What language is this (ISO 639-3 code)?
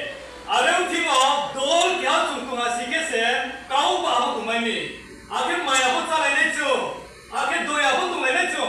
ria